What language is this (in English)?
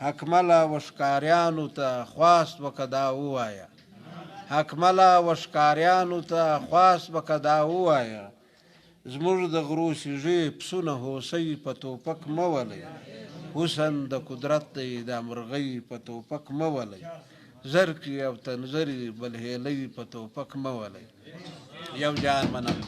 Pashto